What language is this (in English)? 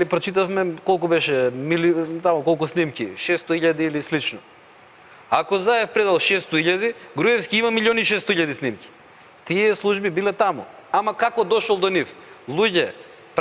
Macedonian